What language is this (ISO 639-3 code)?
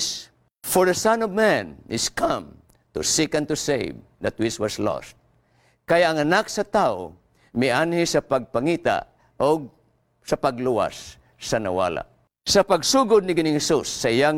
ceb